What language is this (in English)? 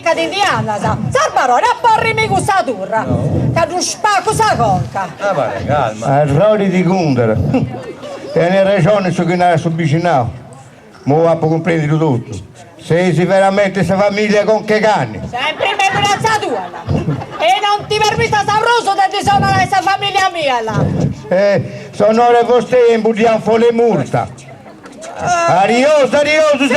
Sardinian